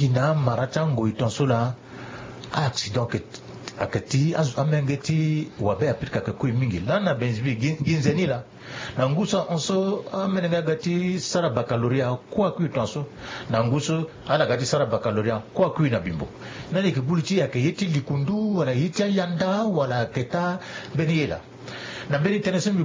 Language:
Sango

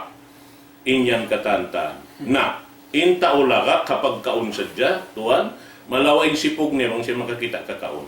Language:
Tausug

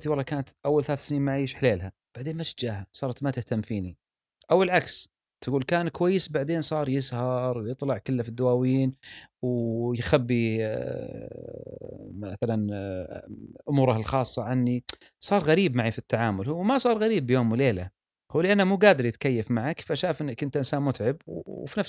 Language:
Gulf Arabic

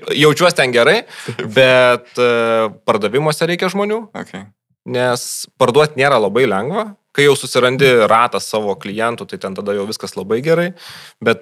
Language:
Lithuanian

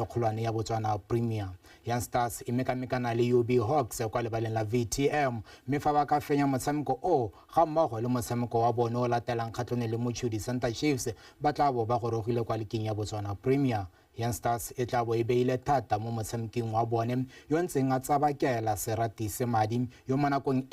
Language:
Tswana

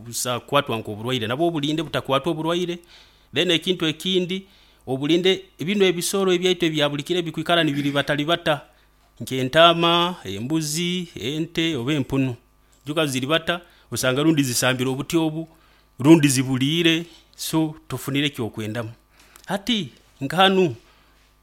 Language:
Nyoro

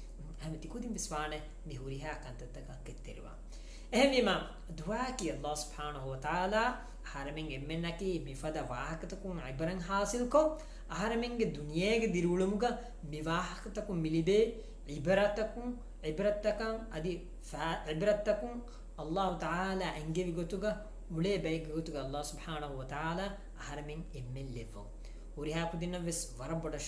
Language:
Divehi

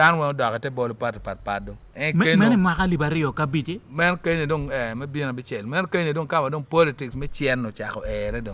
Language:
Acoli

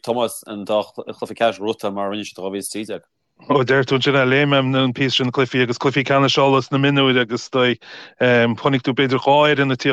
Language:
Irish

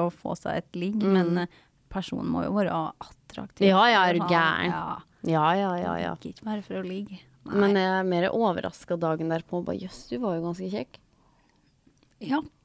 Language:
Norwegian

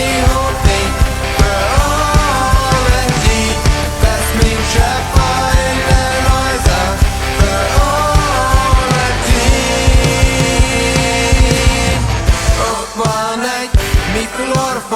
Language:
Plautdietsch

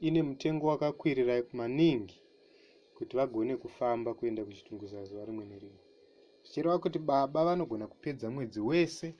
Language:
Shona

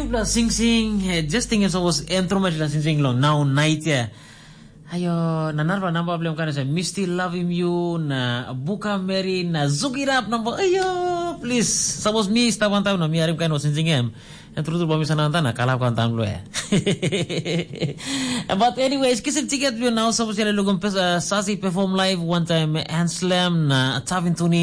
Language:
Tok Pisin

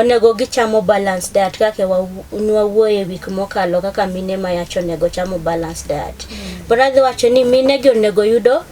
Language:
Luo (Kenya and Tanzania)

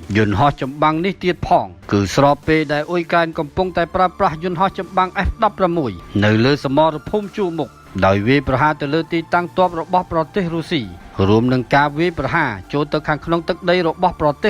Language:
Khmer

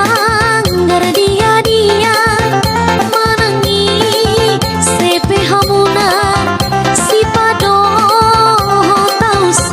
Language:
Batak Toba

